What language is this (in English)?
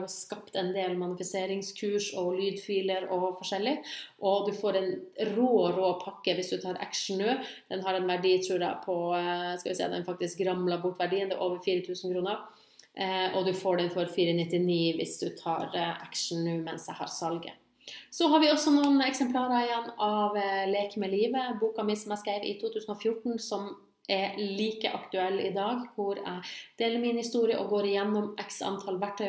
Norwegian